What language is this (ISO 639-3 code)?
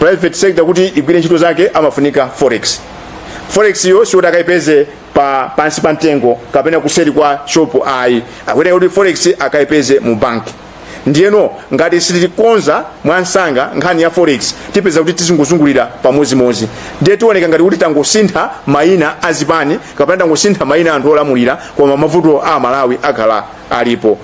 nya